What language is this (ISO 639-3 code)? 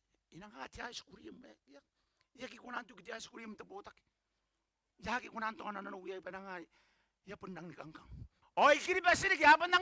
gil